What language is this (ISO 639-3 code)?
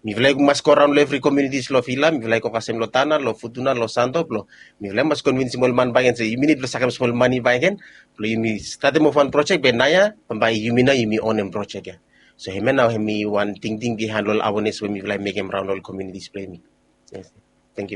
bis